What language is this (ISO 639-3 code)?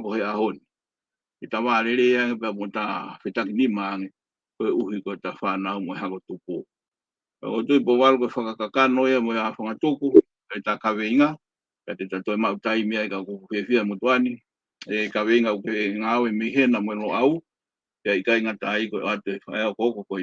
ton